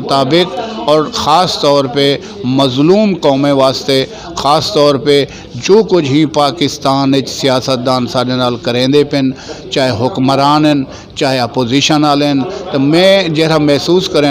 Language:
Saraiki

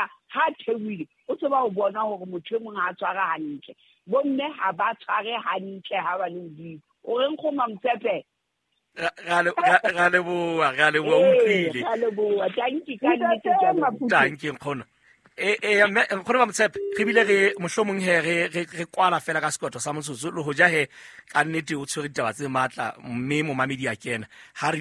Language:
Southern Sotho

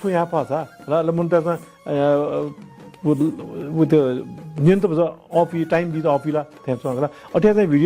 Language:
Newari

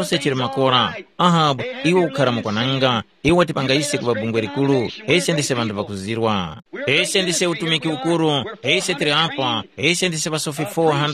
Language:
Tumbuka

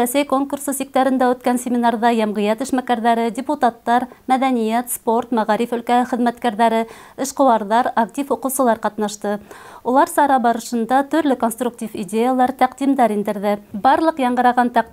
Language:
Bashkir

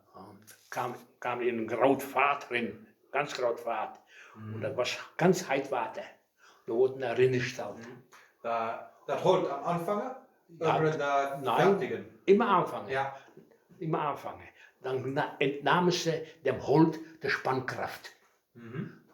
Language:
Westphalien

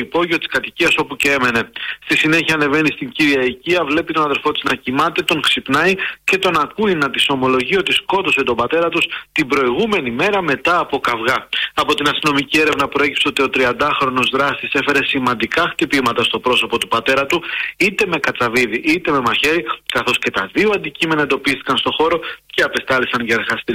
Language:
Greek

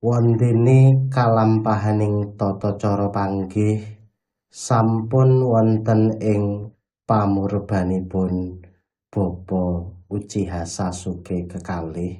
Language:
Javanese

